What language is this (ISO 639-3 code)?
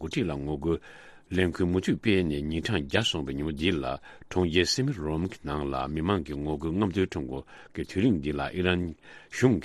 bod